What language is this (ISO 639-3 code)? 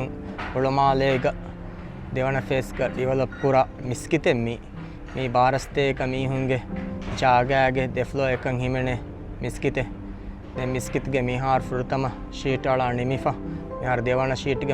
div